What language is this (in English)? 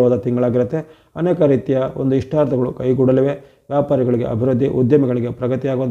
Kannada